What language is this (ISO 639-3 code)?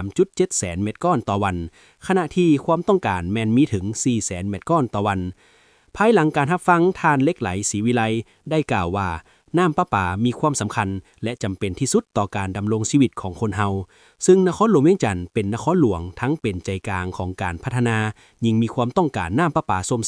lao